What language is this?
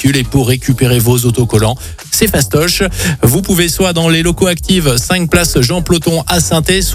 French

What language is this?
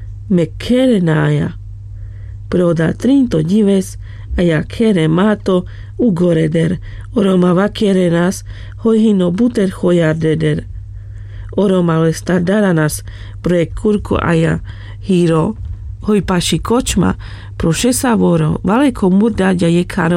Carpathian Romani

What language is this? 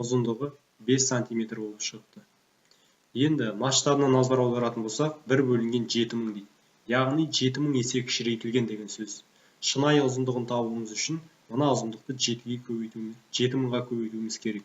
Kazakh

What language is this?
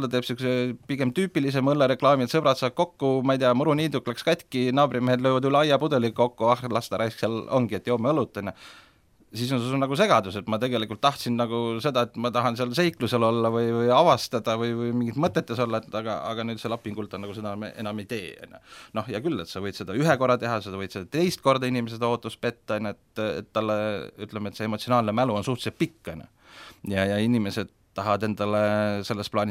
Estonian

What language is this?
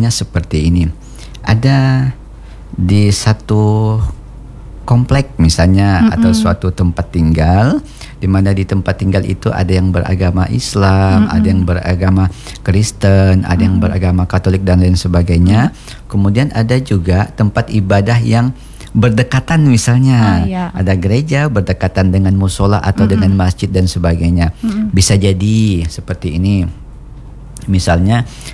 Indonesian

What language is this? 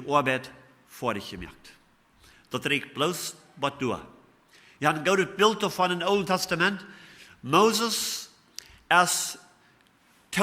Plautdietsch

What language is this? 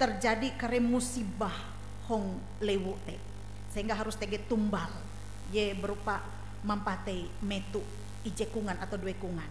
Ngaju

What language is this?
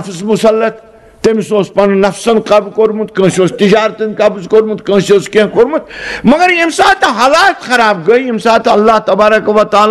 Kashmiri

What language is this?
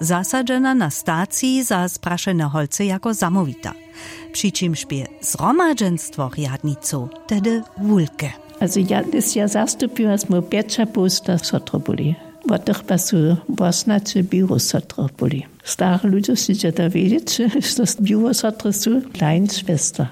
Upper Sorbian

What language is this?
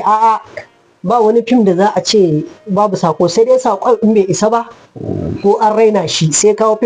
Hausa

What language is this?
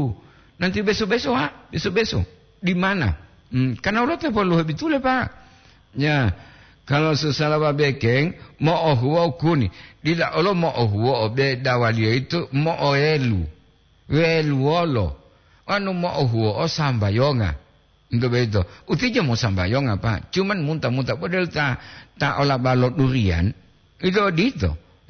Gorontalo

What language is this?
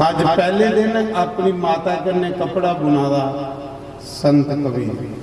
Dogri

